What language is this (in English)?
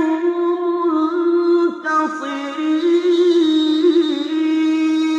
Arabic